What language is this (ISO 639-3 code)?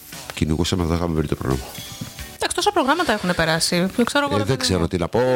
ell